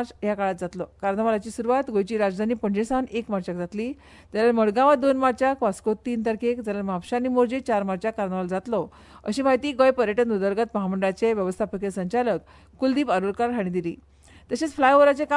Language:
Konkani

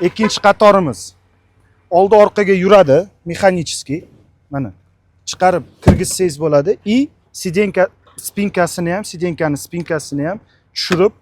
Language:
Uzbek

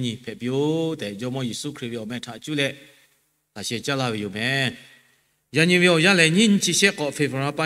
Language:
Lahu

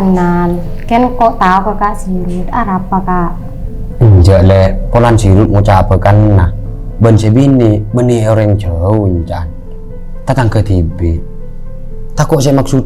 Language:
Madurese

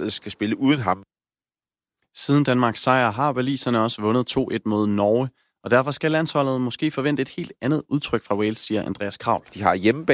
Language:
Danish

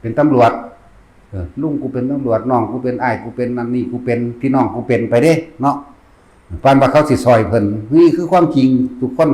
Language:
Northeastern Thai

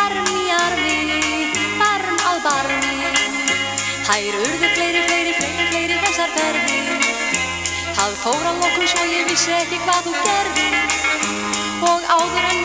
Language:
Icelandic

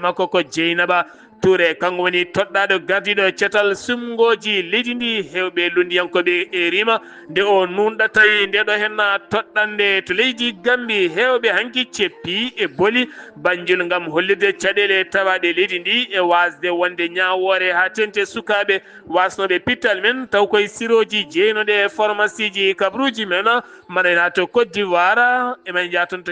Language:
Fula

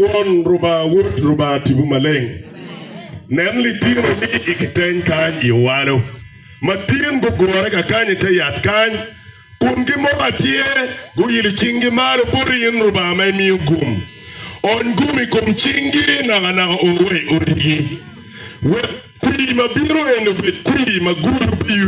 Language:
Acoli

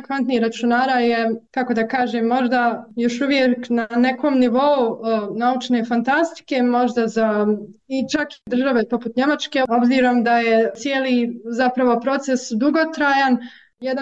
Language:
Bosnian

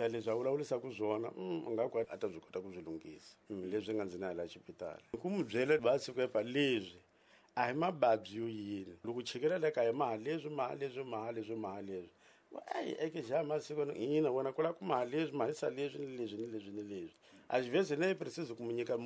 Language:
Tsonga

